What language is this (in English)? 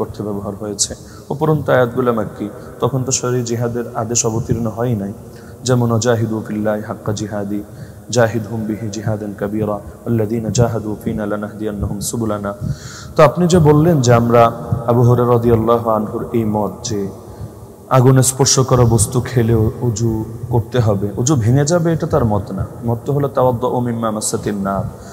Bangla